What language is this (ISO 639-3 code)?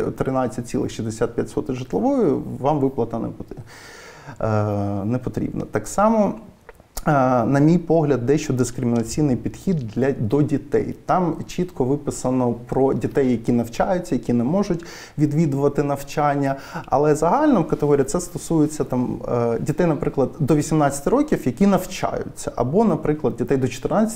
ukr